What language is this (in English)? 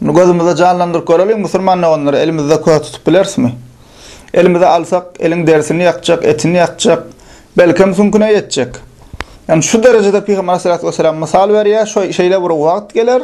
Turkmen